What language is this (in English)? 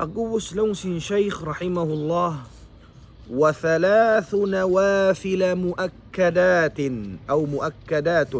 Tausug